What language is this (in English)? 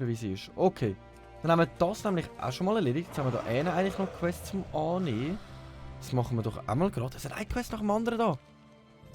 Swiss German